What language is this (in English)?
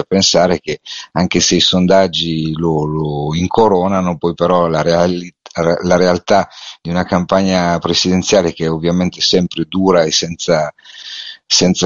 Italian